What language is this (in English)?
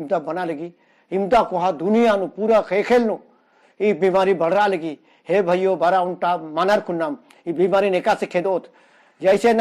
Kurukh